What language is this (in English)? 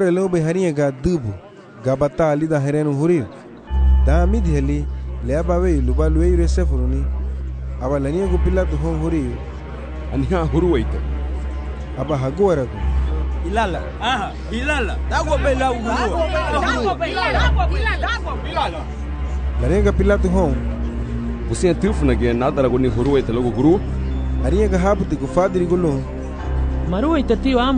Garifuna